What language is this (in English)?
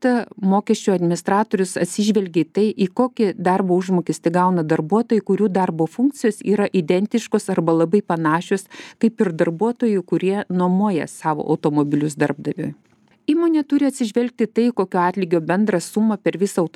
Lithuanian